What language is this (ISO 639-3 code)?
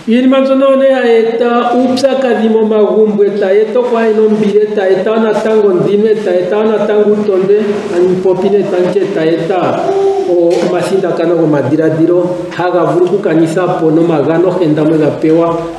ndo